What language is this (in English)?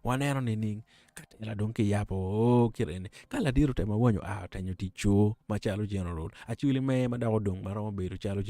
Acoli